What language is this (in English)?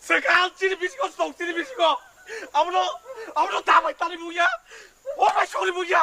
Kok Borok